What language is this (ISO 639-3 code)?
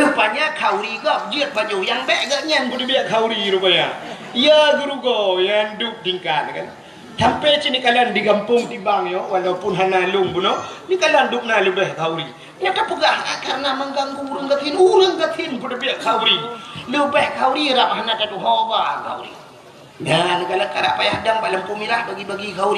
ace